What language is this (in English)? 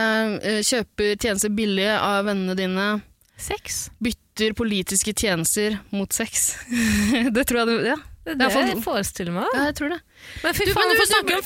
Norwegian